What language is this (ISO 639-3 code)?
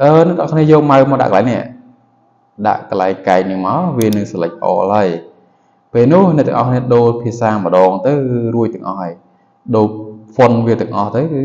khm